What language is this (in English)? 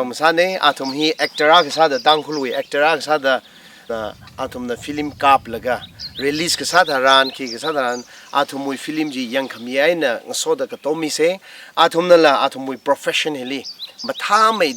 Tangkhul Naga (India)